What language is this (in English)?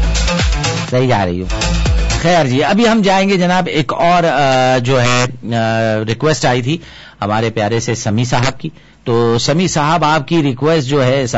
Urdu